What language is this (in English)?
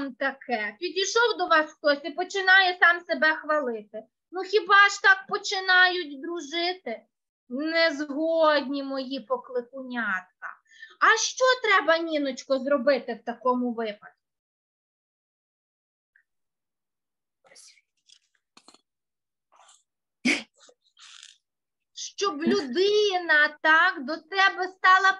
Ukrainian